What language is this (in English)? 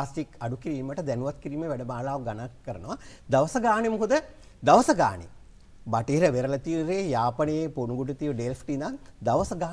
Sinhala